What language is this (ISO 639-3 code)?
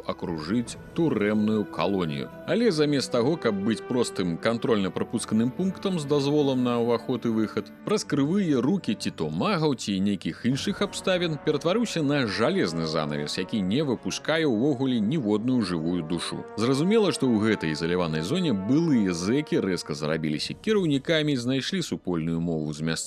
bel